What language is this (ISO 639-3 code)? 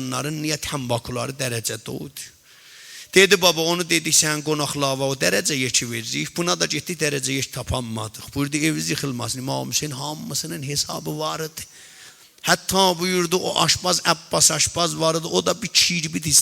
azb